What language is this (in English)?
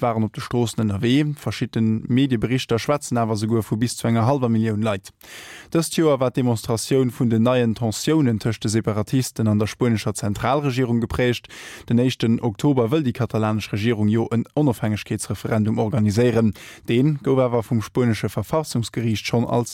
Luxembourgish